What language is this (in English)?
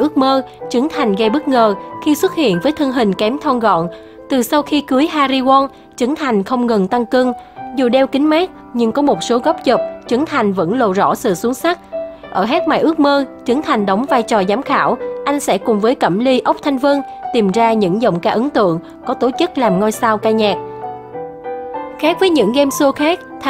Vietnamese